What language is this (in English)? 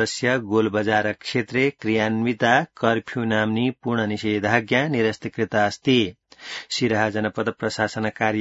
Sanskrit